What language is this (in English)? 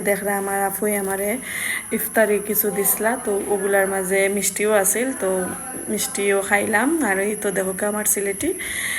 Sylheti